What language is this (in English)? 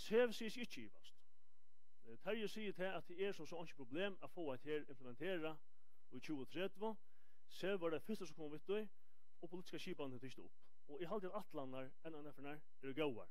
Faroese